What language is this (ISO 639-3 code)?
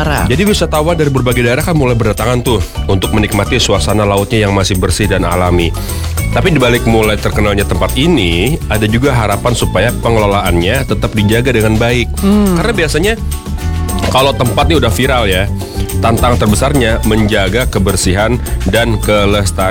ind